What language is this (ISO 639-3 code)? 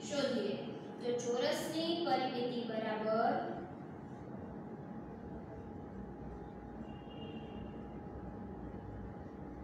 guj